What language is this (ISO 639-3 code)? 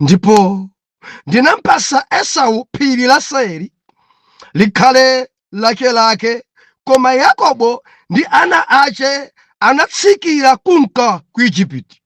nya